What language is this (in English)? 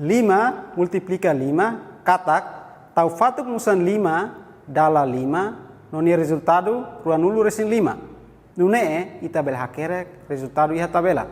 Tetum